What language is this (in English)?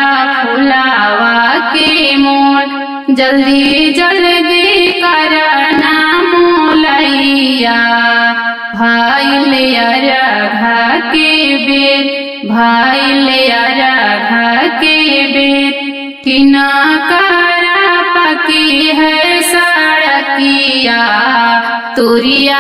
Bhojpuri